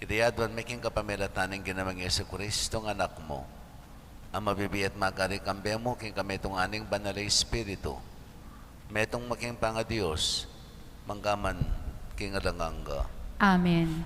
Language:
Pampanga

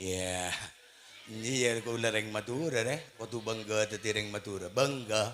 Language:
Madurese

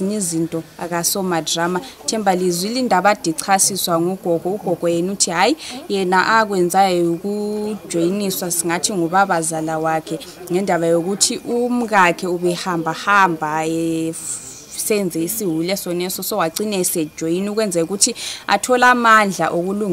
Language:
Shona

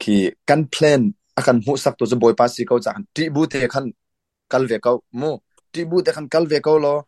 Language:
Hakha Chin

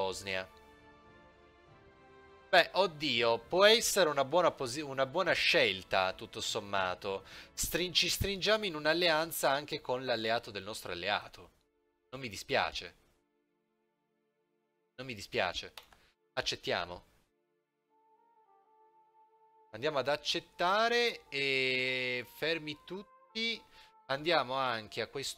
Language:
Italian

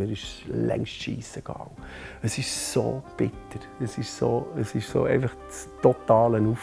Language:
Swiss German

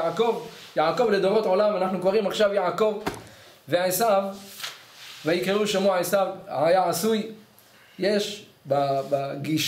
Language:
Hebrew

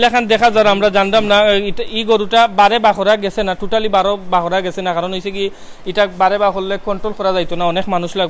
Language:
Sylheti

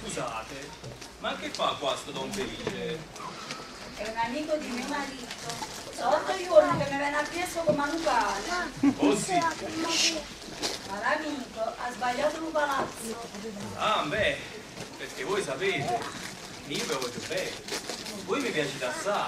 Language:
Neapolitan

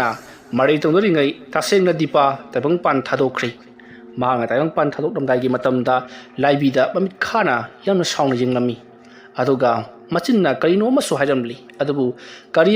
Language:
Manipuri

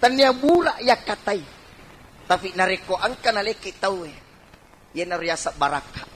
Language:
Buginese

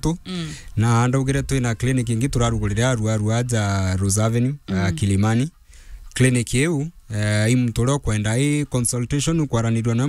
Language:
Meru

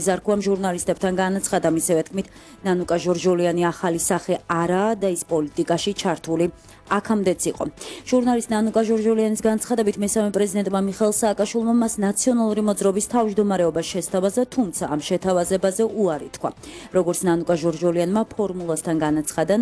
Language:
Georgian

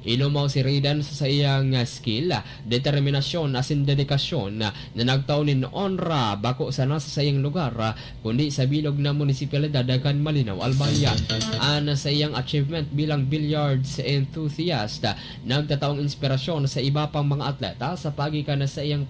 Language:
Bikol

